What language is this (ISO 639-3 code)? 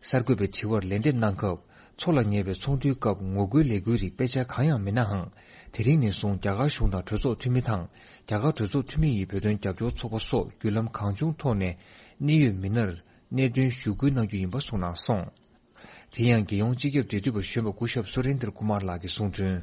bod